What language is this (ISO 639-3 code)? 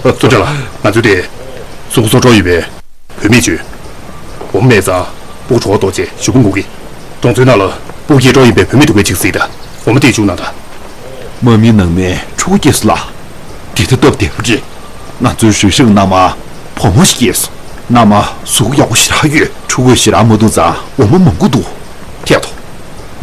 bod